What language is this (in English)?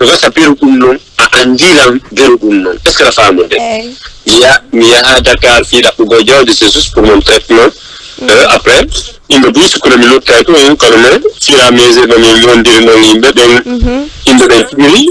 Fula